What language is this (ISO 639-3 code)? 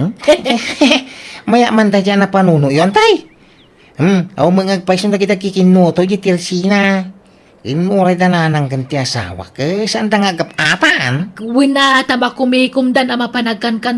ilo